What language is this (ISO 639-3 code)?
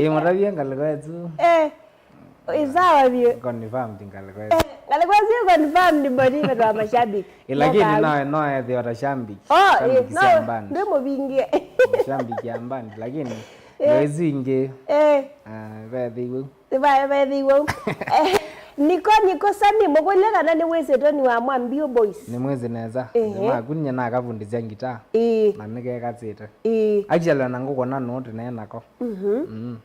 kam